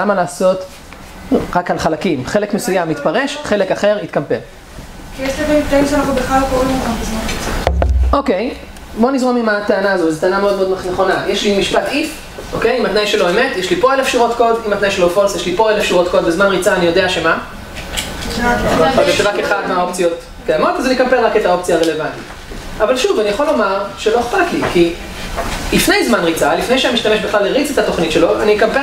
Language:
Hebrew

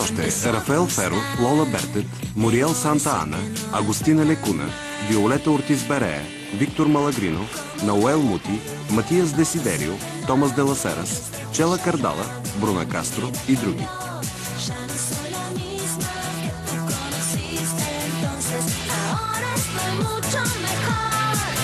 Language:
Bulgarian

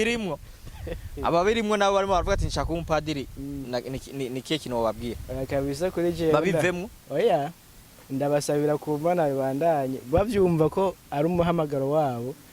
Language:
Rundi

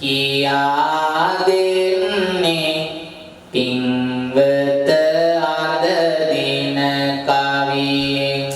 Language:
Sinhala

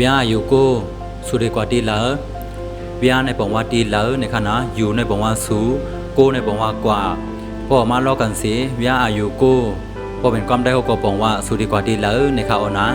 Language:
Shan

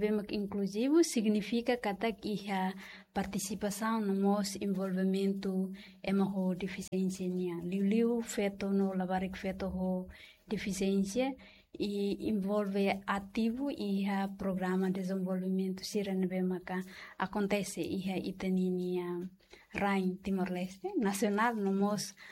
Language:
Tetum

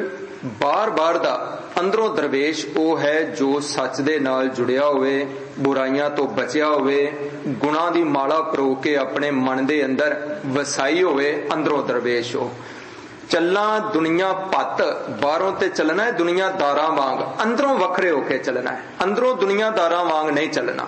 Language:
Punjabi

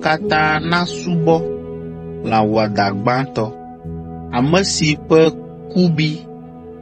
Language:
Ewe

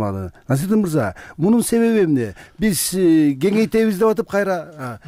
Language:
Kyrgyz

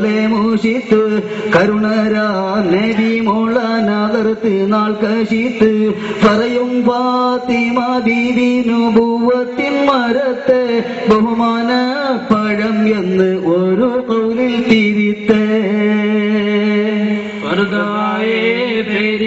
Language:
Malayalam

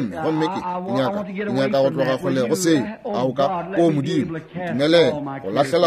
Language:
Northern Sotho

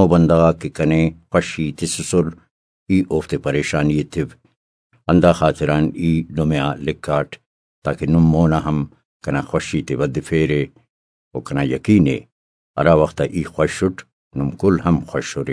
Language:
Brahui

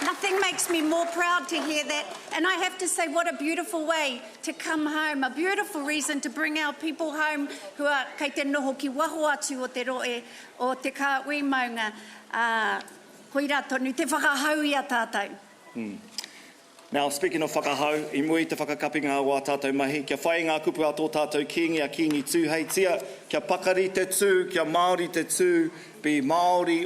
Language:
Māori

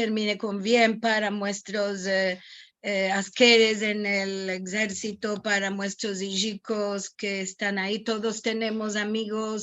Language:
Ladino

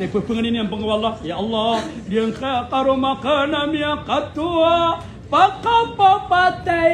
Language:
Maranao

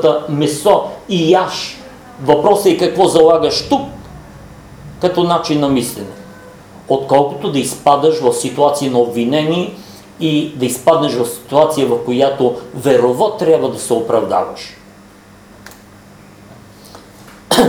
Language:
Bulgarian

